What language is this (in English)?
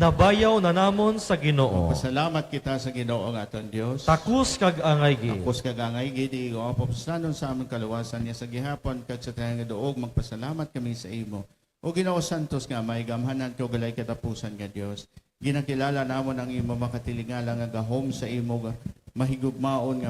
Hiligaynon